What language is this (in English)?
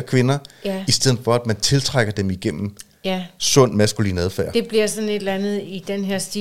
Danish